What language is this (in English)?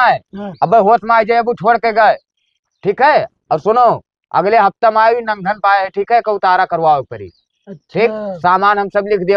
Awadhi